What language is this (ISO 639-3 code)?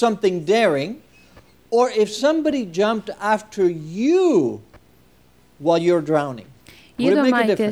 lav